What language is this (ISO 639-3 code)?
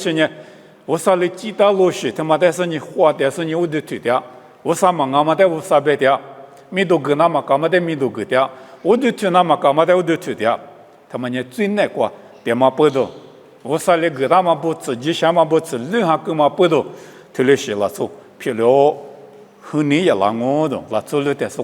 lis